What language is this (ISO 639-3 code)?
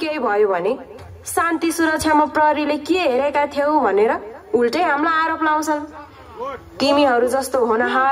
nep